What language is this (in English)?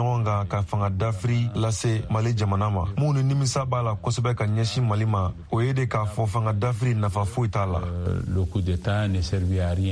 Bambara